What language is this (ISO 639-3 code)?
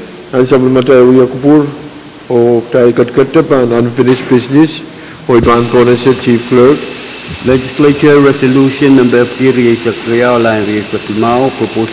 pon